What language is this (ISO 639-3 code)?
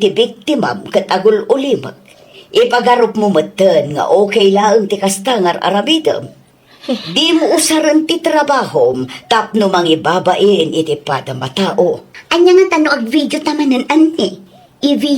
ilo